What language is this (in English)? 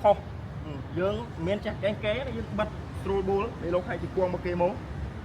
Khmer